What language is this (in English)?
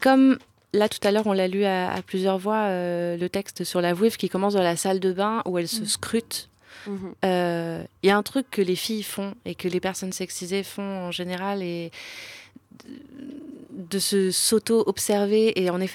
French